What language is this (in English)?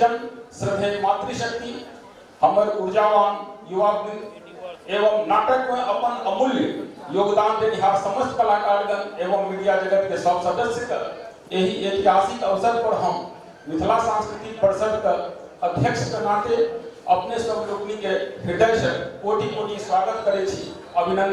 Maithili